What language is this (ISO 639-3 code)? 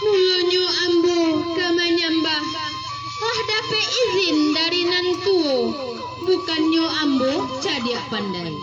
min